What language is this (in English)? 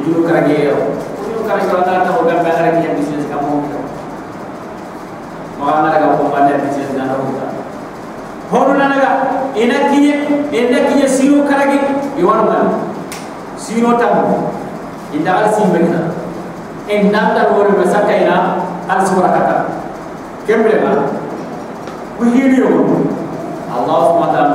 Soninke